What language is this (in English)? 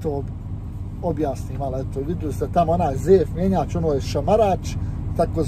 Croatian